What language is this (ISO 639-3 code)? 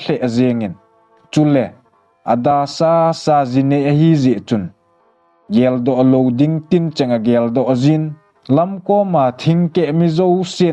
tcz